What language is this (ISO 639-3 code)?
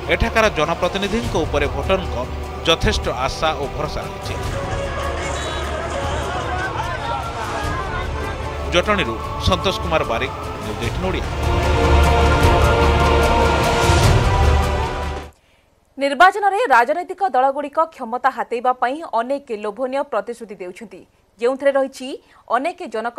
ori